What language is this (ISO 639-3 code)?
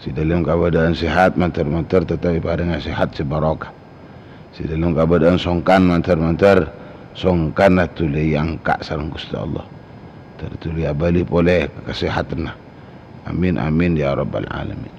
mad